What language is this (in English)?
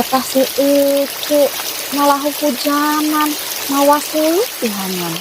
Sundanese